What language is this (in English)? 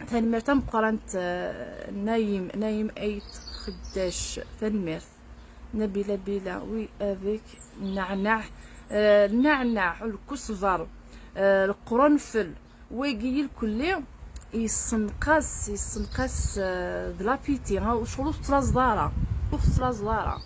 Kabyle